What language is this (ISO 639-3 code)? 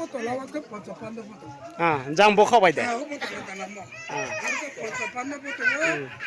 ria